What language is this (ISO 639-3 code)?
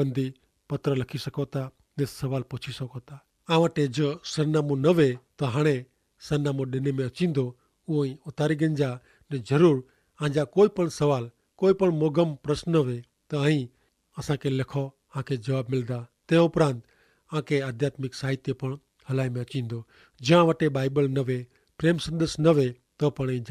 kfr